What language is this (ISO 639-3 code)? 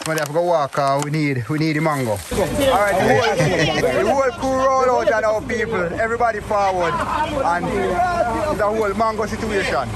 jam